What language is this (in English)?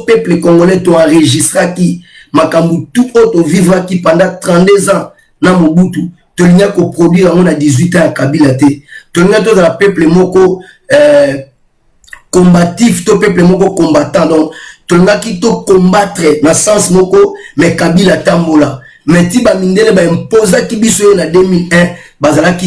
Lingala